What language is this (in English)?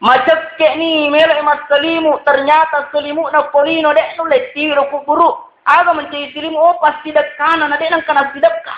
Buginese